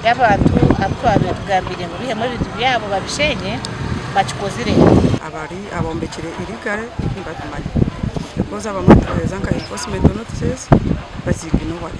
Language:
Nyankole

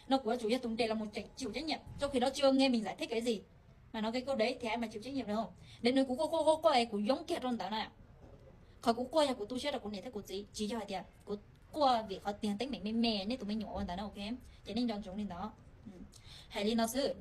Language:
Hmong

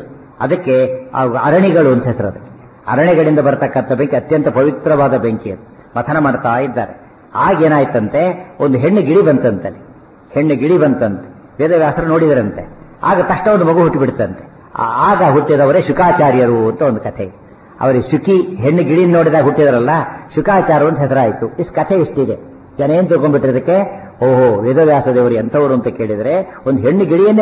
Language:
Kannada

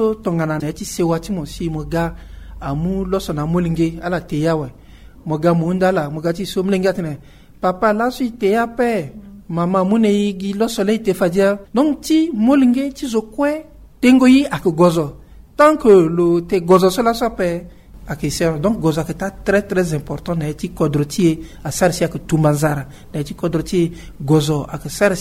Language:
Sango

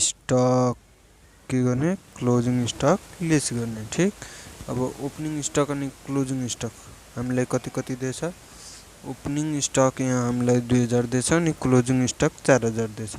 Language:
Nepali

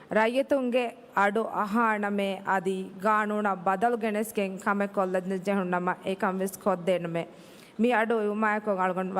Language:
Divehi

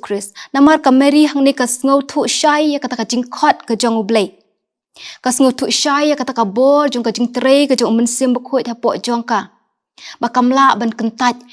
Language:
Khasi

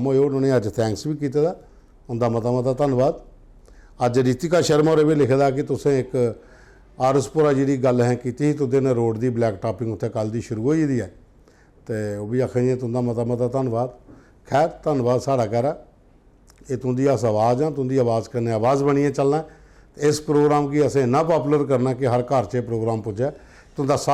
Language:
Dogri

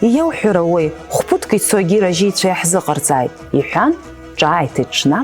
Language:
Abkhazian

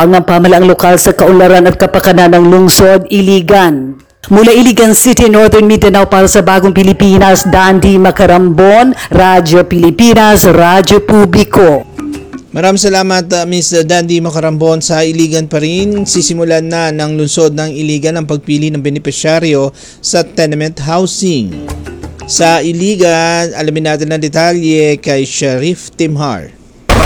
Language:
Filipino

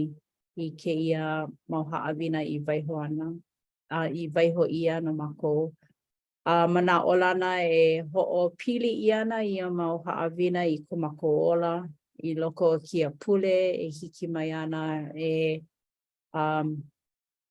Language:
Hawaiian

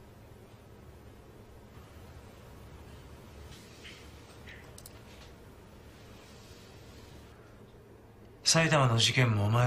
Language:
Japanese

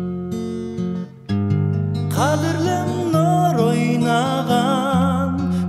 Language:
Kazakh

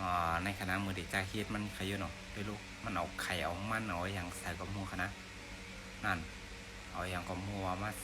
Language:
Shan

